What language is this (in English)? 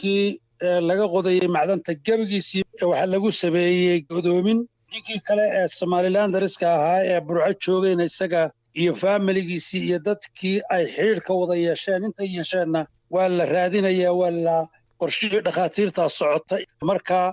Somali